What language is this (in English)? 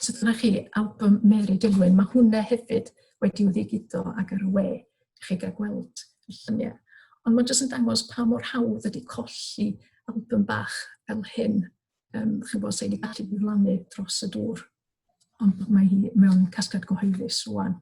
Welsh